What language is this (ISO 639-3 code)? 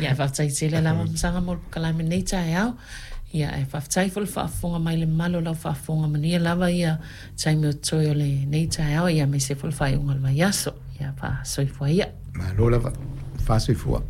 smo